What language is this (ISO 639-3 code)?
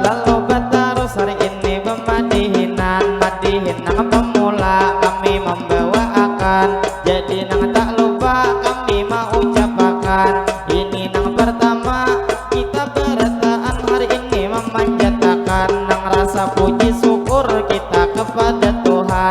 bjn